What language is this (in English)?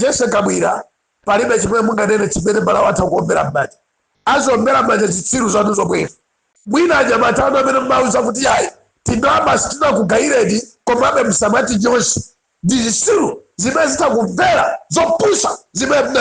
Nyanja